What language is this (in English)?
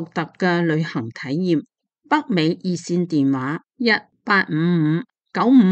Cantonese